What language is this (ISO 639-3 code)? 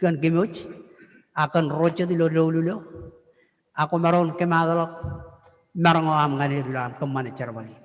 mah